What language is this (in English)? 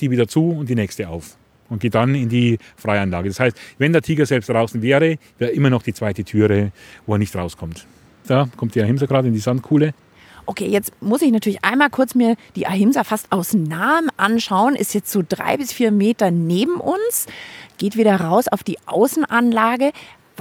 German